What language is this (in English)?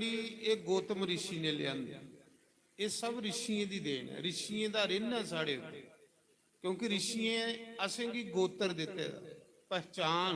Dogri